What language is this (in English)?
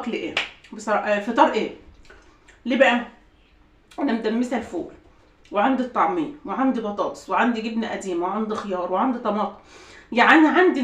Egyptian Arabic